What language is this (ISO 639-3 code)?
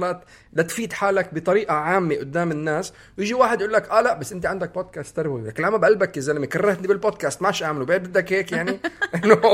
apc